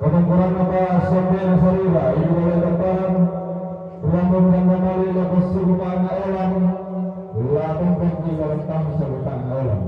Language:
Toraja-Sa'dan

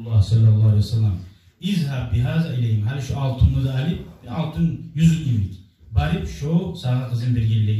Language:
Kumyk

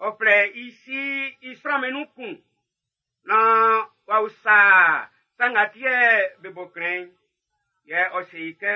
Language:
Baoulé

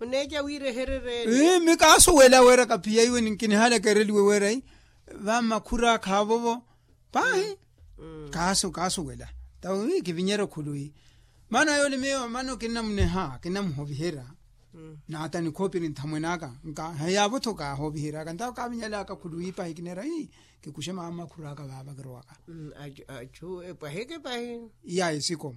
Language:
Makhuwa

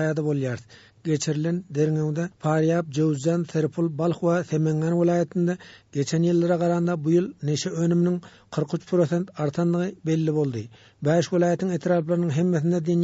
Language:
Turkmen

